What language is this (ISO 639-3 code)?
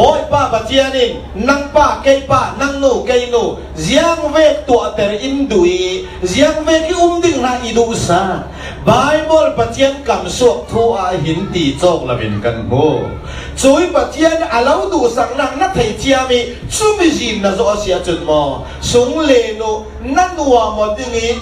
cfm